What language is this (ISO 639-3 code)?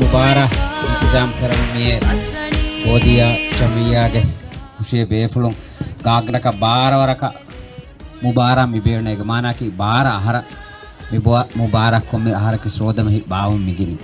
div